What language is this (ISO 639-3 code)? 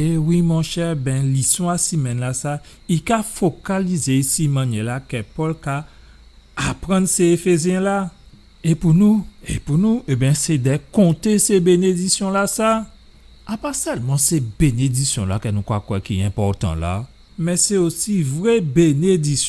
gcf